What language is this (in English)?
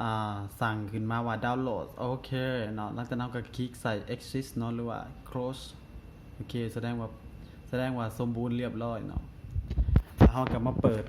Lao